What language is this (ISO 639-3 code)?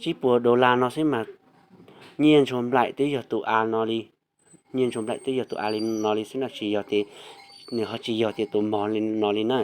hmn